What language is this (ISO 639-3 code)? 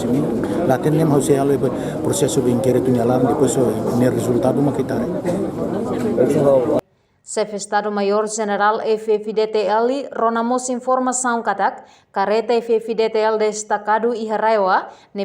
tet